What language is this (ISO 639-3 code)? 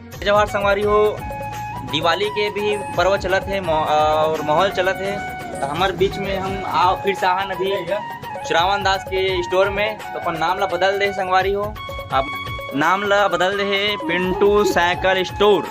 hne